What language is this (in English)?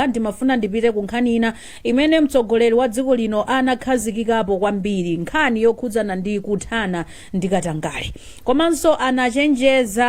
Nyanja